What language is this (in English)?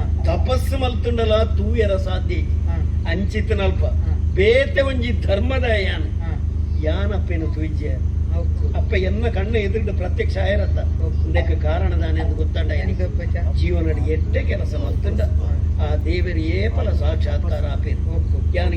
Tulu